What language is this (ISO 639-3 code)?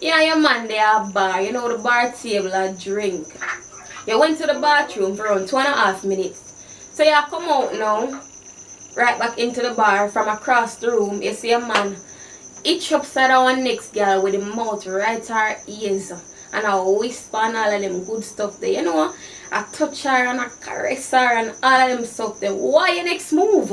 jam